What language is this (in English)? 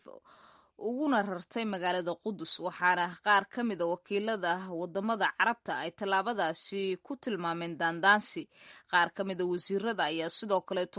Somali